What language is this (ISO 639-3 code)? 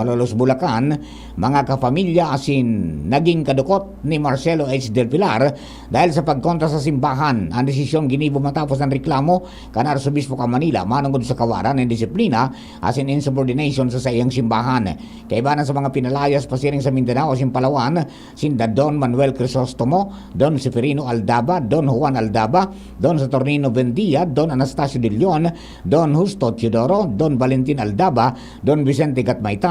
bik